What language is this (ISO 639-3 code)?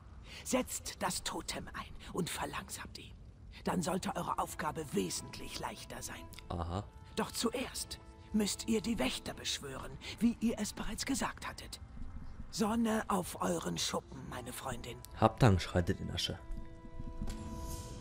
deu